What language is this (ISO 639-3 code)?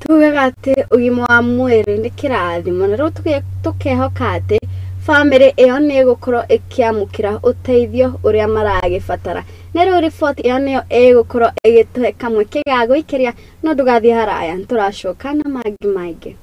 kik